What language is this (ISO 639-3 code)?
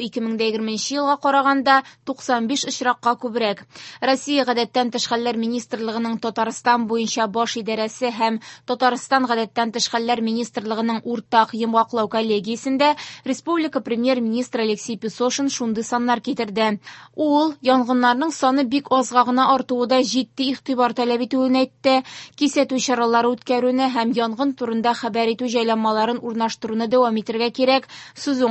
tat